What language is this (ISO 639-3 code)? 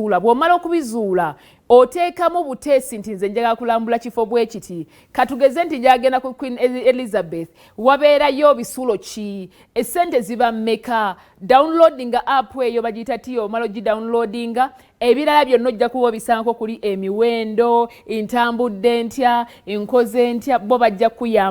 lug